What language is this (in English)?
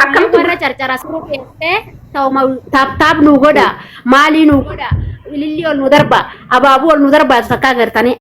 Oromo